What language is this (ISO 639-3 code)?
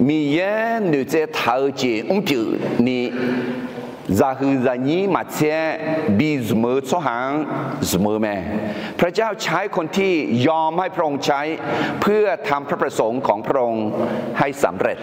ahk